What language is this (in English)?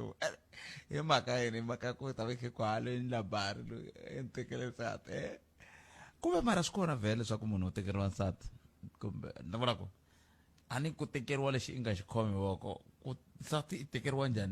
Tsonga